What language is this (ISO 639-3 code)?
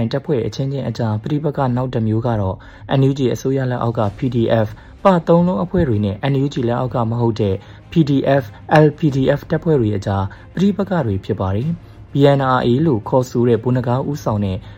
mya